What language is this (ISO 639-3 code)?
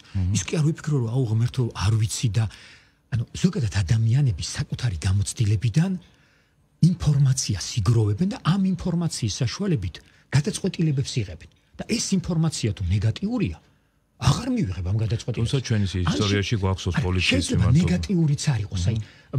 kat